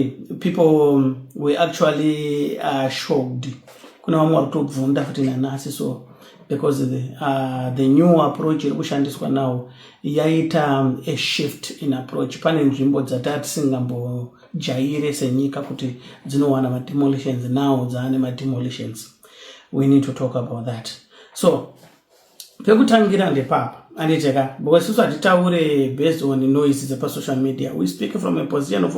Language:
Shona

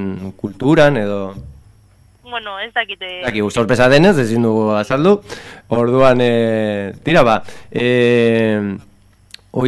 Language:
Basque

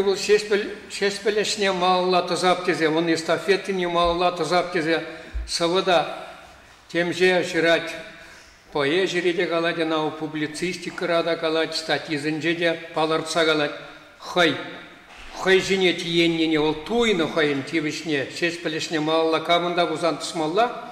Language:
Chuvash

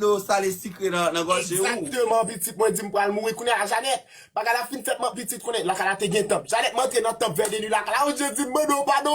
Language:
Haitian Creole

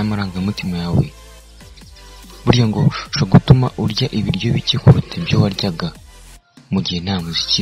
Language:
Kinyarwanda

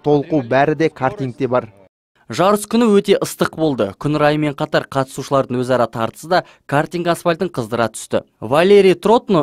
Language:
Kazakh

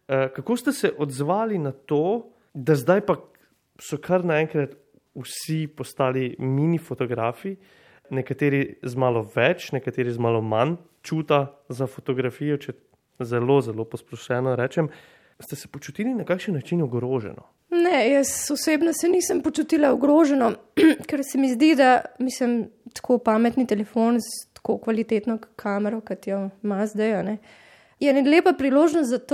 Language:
Slovenian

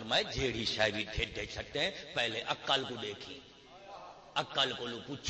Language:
Saraiki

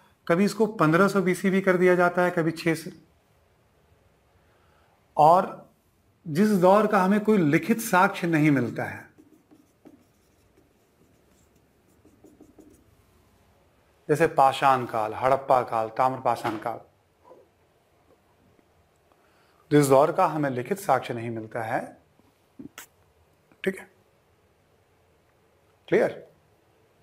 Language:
Hindi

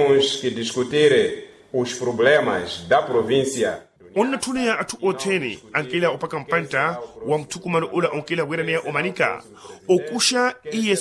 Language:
Makhuwa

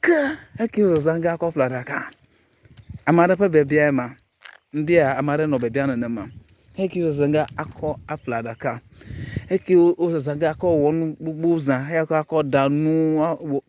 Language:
Ewe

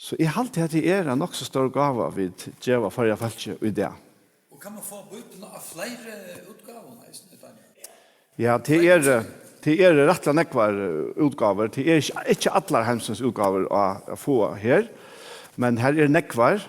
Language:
Faroese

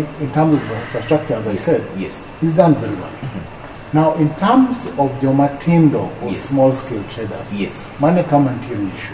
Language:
Luo (Kenya and Tanzania)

